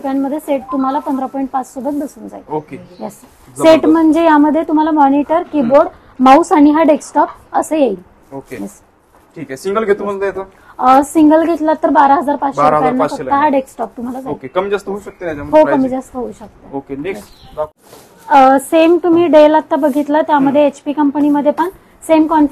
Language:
Marathi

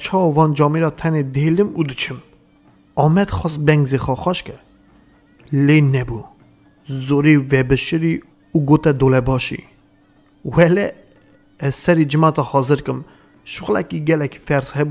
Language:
Kurdish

